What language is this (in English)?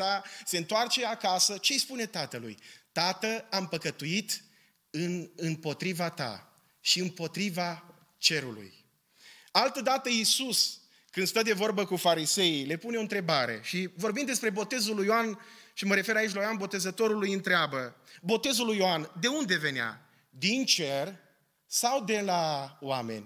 Romanian